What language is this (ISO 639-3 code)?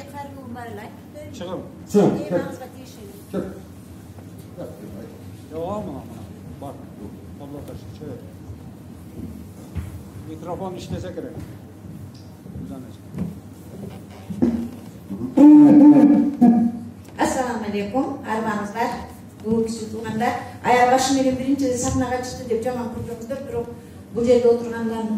kir